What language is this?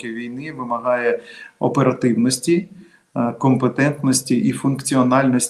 Ukrainian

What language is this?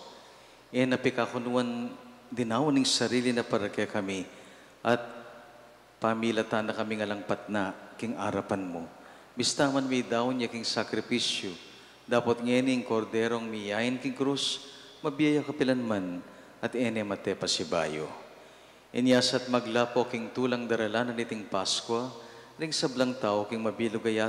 Pampanga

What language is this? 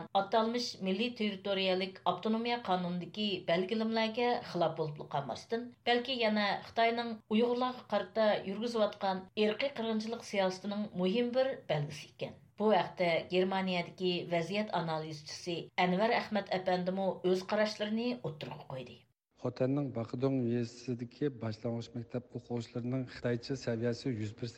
Uyghur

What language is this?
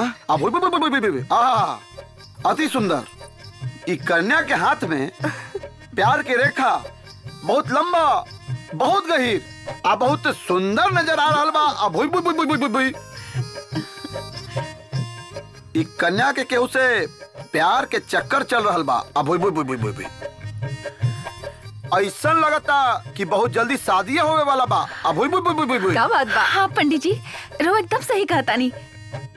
Bhojpuri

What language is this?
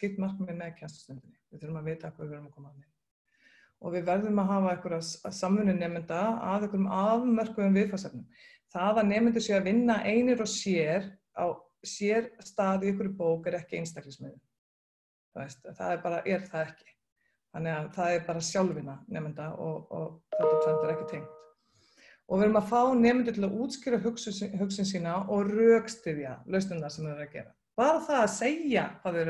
Icelandic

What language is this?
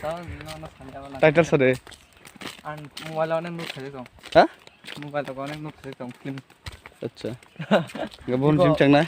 Kok Borok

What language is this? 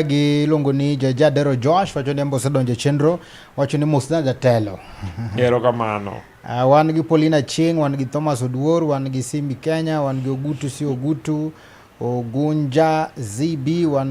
Luo (Kenya and Tanzania)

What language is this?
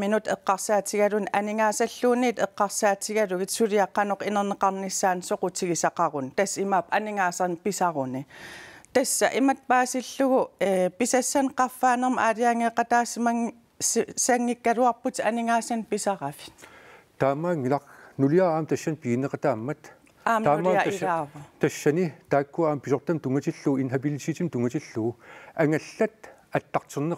Kalaallisut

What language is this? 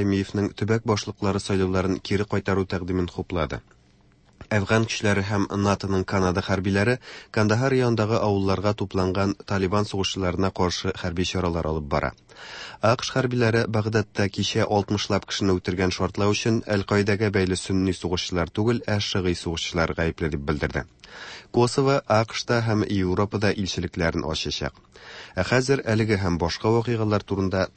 Tatar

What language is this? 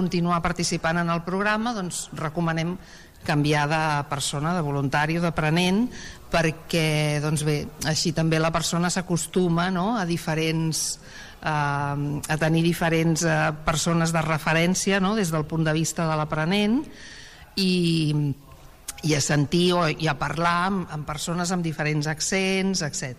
Catalan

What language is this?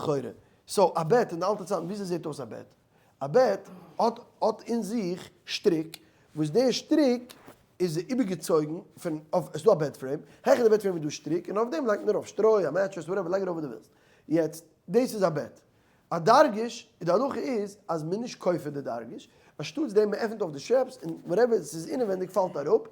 Yiddish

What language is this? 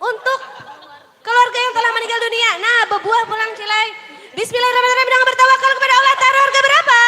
Banjar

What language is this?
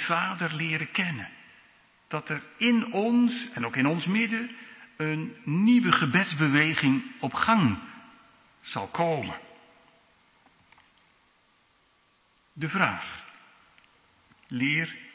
Dutch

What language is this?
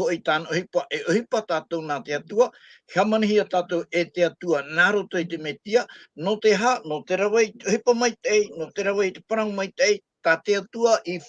Tahitian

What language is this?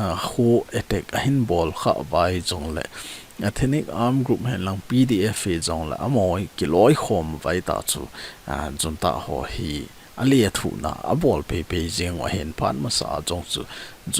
Thado Chin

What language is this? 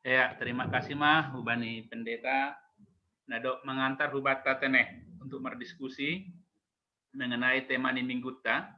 Batak Simalungun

